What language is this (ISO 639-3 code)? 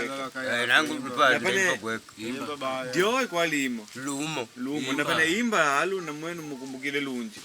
kde